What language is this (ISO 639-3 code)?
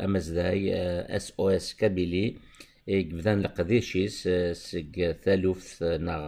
kab